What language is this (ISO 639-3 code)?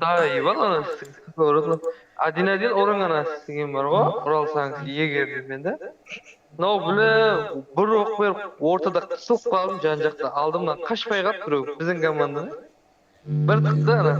kaa